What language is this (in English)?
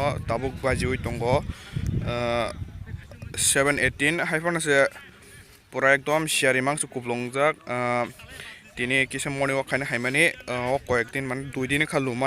Kok Borok